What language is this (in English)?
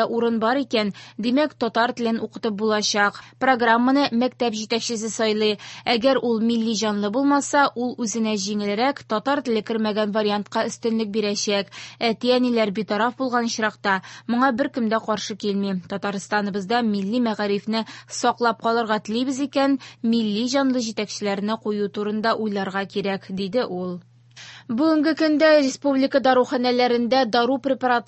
Tatar